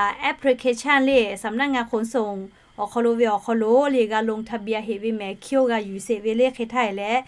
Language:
Lahu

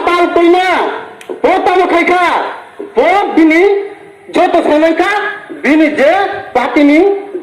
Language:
Riang (India)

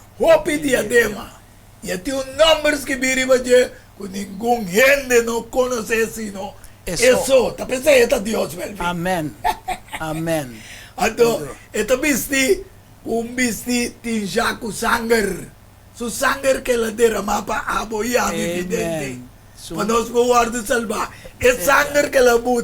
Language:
Papiamento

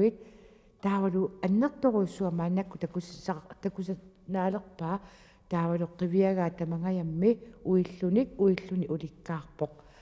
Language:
Kalaallisut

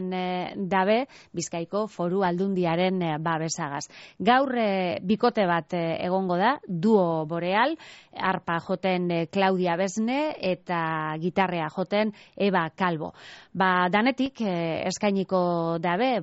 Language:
Basque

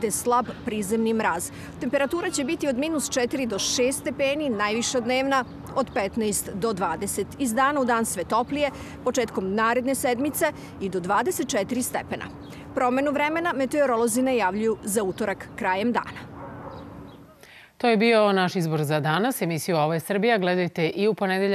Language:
Serbian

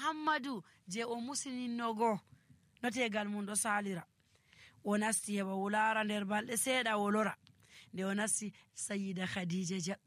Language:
Nigerian Fulfulde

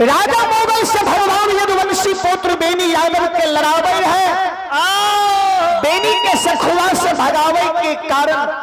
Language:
Maithili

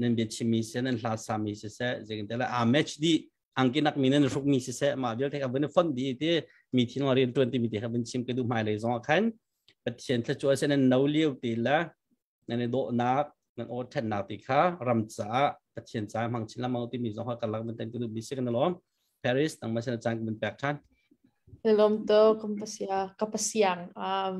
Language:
Hakha Chin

